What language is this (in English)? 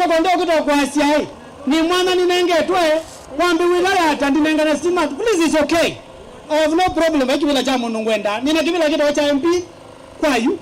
Kamba